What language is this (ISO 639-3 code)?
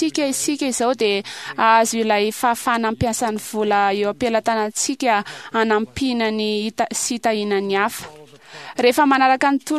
mlg